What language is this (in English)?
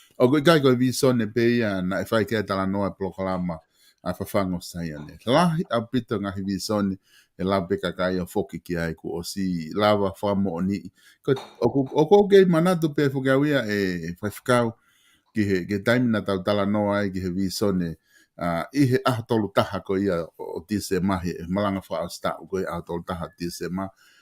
Tongan